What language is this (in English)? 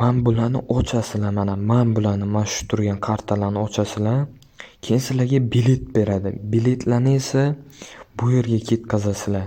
Uzbek